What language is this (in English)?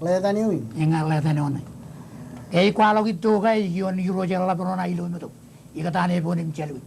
Marshallese